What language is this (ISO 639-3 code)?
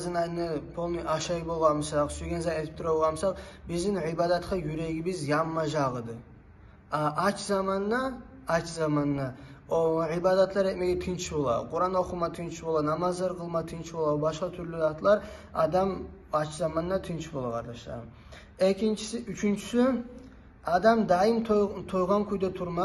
kum